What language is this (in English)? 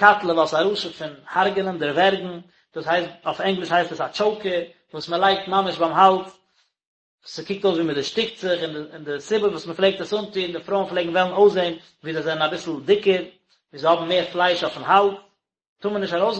Yiddish